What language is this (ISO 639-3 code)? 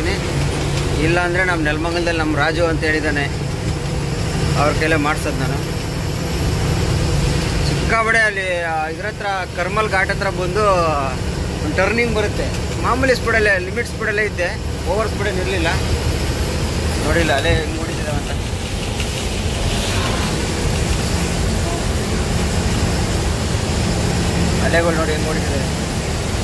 kan